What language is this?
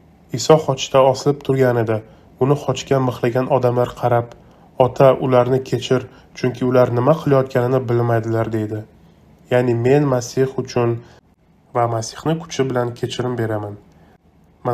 Uzbek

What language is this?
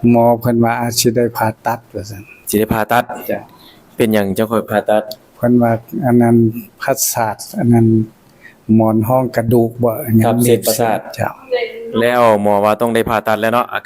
Lao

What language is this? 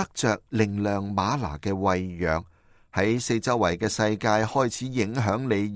Cantonese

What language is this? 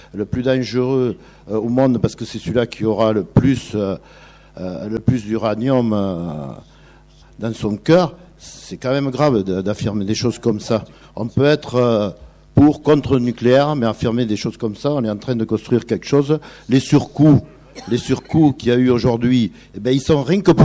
French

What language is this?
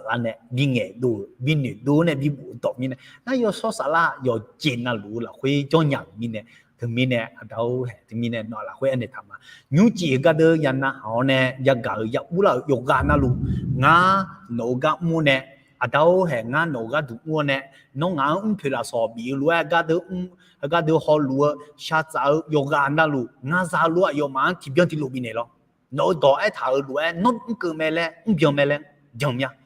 Akha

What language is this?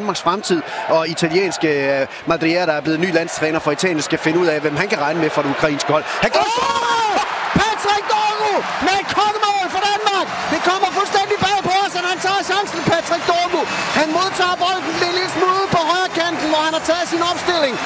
Danish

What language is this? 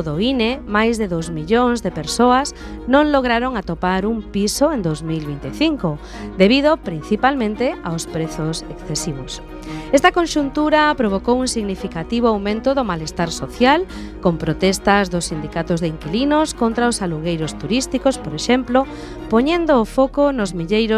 Galician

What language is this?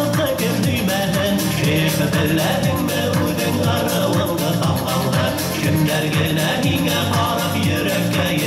Bashkir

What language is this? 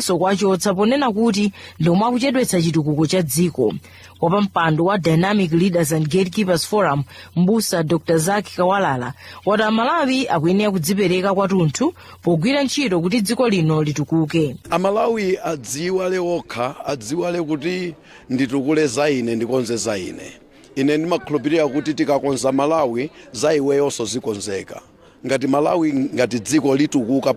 Nyanja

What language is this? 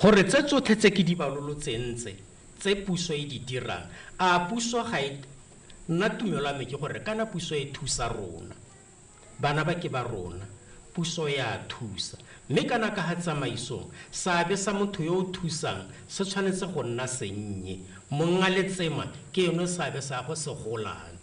Tswana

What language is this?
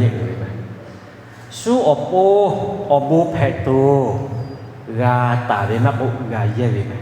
Lahu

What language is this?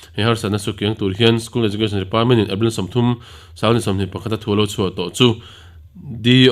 Mizo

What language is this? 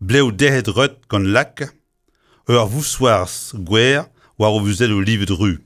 Breton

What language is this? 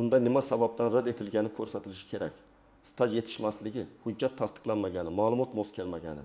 Uzbek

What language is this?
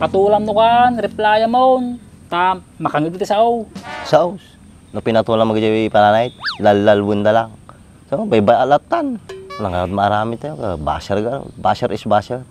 Iloko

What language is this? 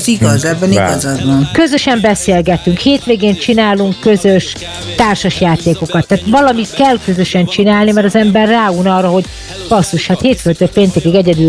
Hungarian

